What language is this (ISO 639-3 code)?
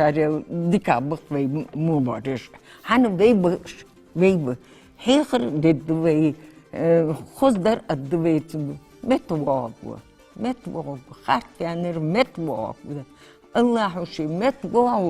inh